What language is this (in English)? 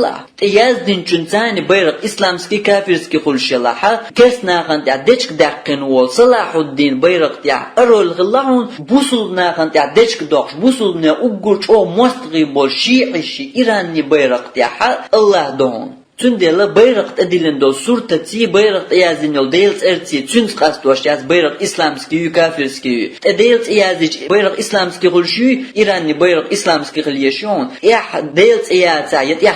Chechen